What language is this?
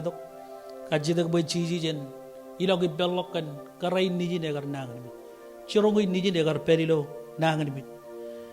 Marshallese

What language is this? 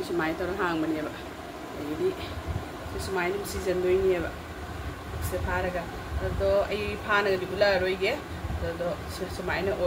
Manipuri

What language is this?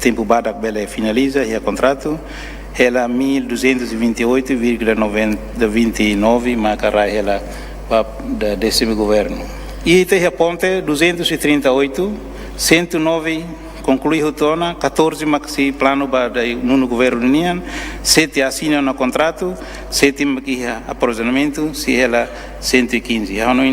Tetum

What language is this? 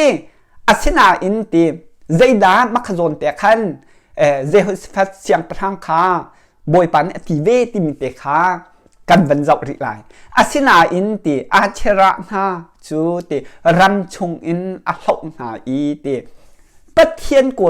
Hakha Chin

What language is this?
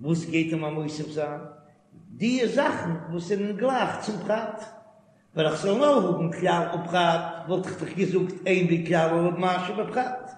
Yiddish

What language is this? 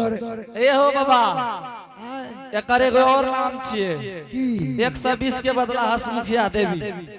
Angika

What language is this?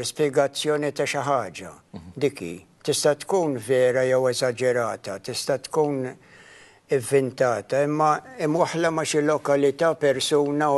Maltese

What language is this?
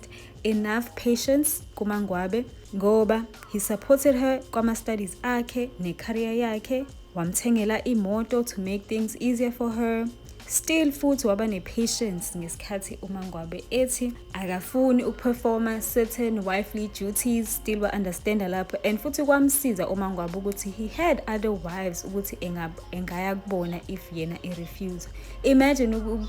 Zulu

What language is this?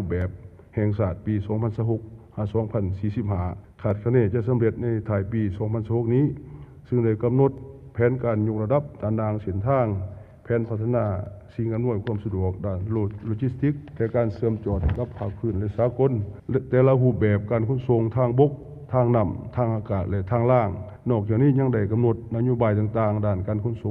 Lao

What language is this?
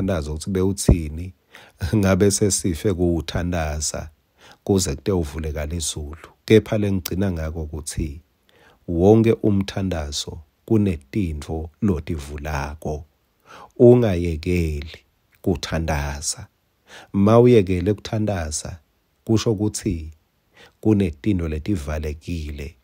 Swati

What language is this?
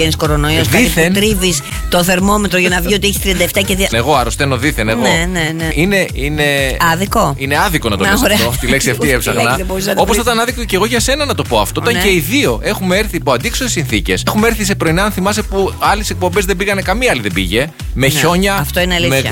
Greek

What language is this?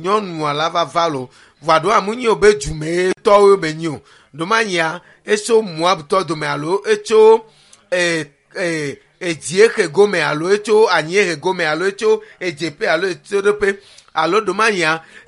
Ewe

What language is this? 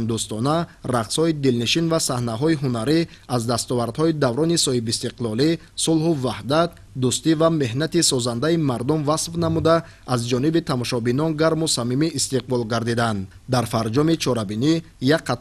Tajik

